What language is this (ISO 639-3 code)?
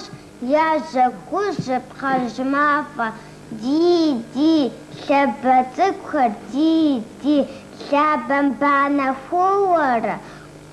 kbd